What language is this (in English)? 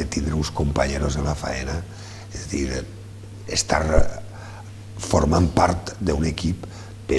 Catalan